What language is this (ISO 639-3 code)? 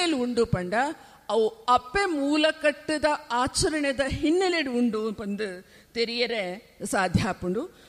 tcy